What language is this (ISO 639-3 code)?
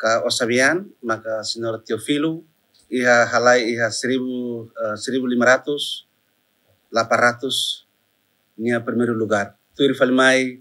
tet